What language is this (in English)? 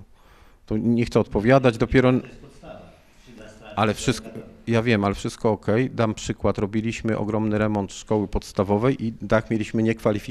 Polish